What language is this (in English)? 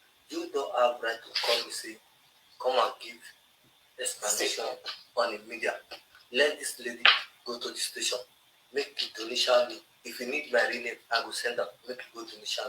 Nigerian Pidgin